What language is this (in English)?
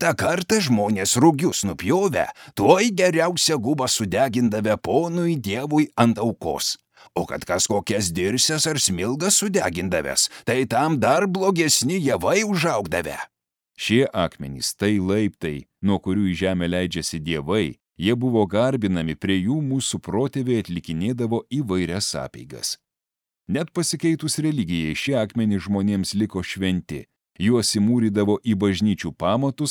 Lithuanian